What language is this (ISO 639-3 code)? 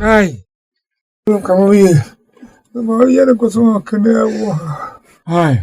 tiv